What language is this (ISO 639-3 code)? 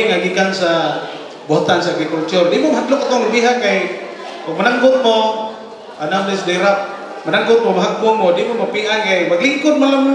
ceb